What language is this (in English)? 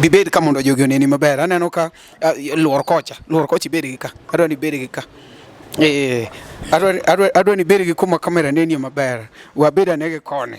Luo (Kenya and Tanzania)